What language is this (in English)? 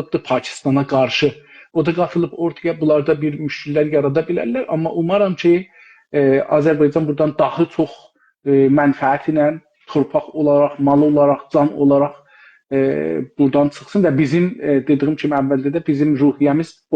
South Azerbaijani